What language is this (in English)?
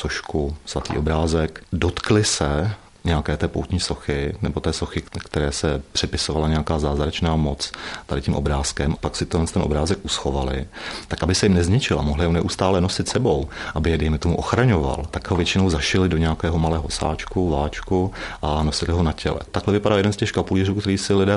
Czech